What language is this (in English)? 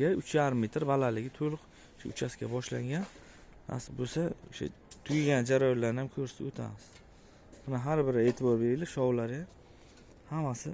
Uzbek